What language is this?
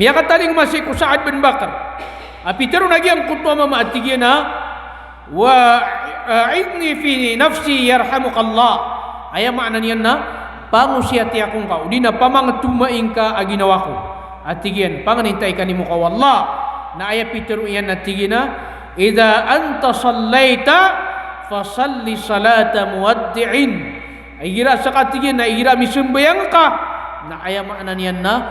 Maranao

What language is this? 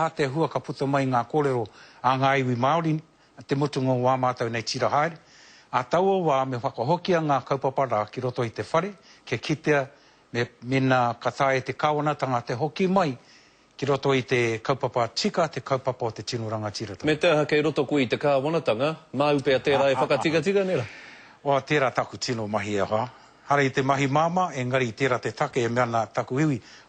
Māori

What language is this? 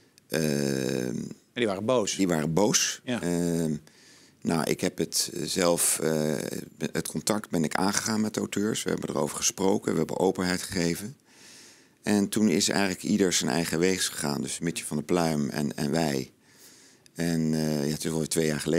Dutch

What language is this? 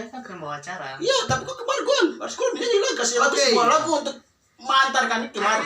Papuan Malay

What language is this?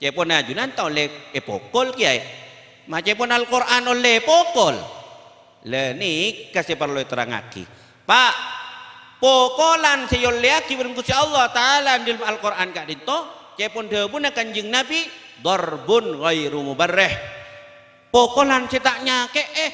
Madurese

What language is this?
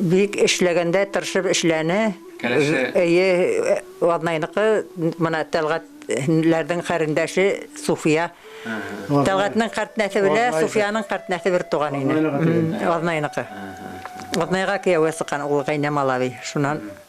Bashkir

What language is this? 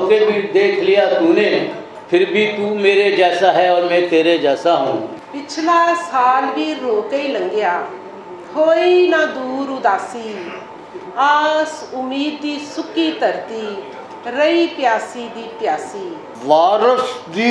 Western Panjabi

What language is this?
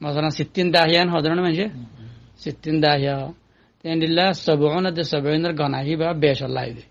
Rohingya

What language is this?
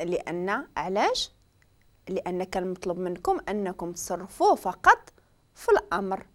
Moroccan Arabic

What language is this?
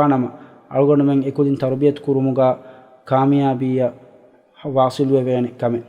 Divehi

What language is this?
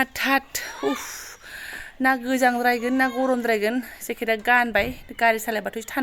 Bodo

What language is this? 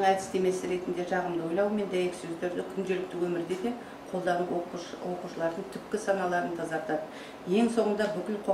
Kazakh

